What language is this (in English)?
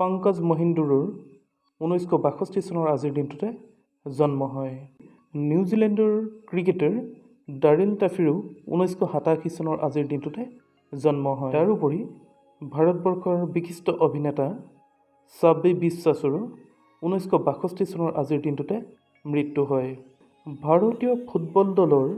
Assamese